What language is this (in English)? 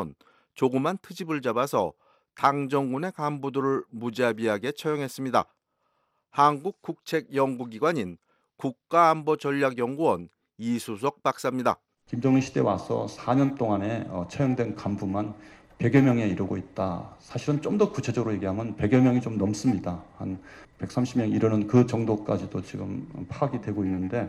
Korean